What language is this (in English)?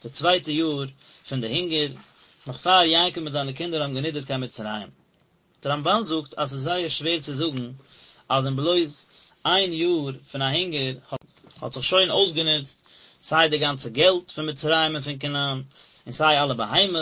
Yiddish